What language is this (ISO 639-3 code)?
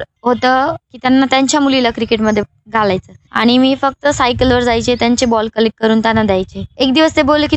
mar